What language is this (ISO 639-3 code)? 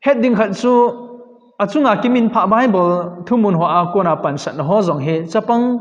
tcz